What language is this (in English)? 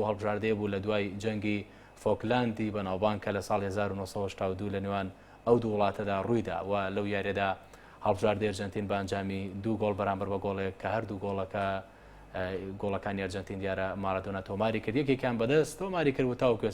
Central Kurdish